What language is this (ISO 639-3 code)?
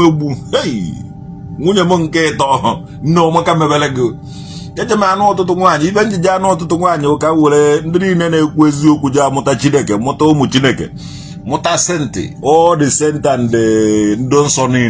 ibo